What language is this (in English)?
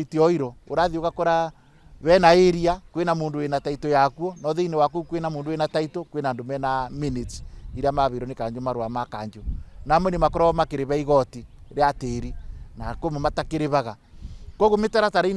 Kikuyu